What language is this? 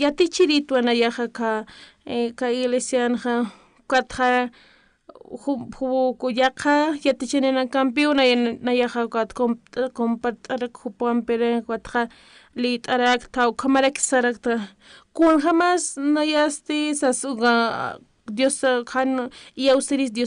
Aymara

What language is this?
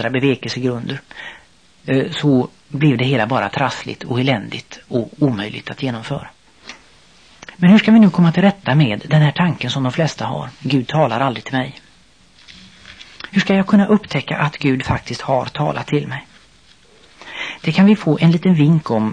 Swedish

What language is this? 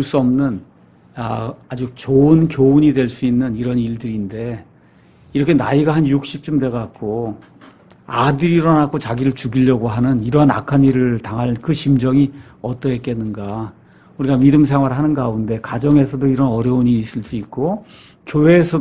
Korean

